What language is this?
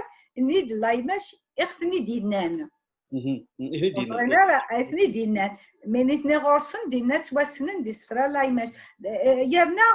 Kabyle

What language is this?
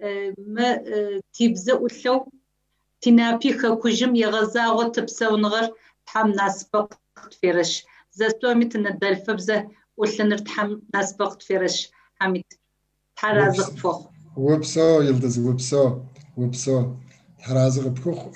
Kabardian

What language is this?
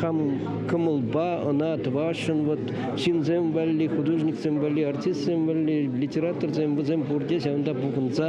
Chuvash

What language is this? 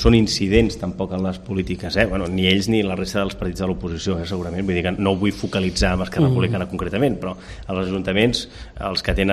Catalan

